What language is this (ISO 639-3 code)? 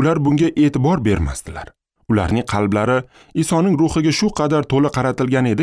uzb